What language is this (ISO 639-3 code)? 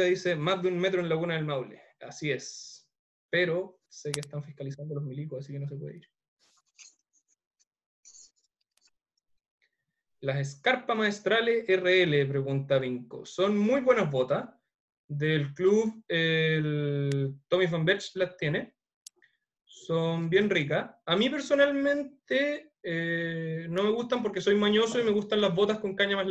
spa